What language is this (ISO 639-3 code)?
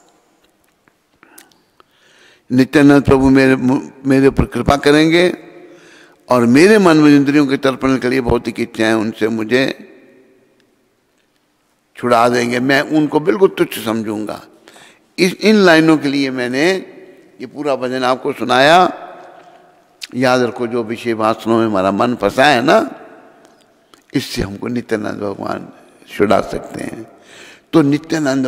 hin